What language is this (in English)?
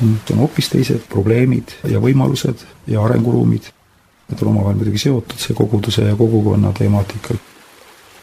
Estonian